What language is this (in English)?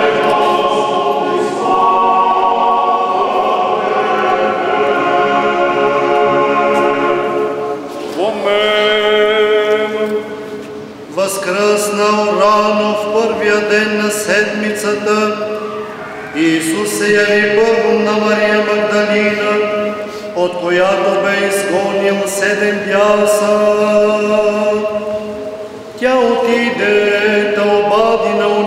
Bulgarian